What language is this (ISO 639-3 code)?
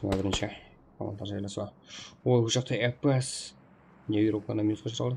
kaa